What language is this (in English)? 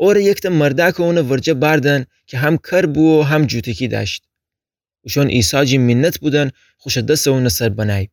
Gilaki